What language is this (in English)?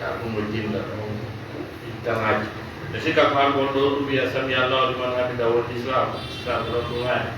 Fula